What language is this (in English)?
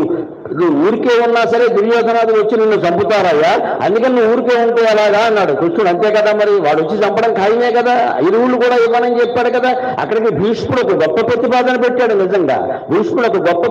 Telugu